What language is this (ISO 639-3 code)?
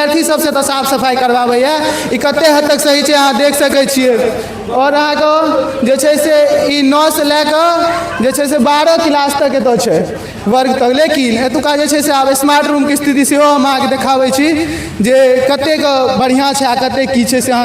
mai